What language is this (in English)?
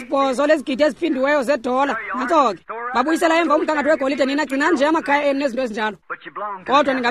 Xhosa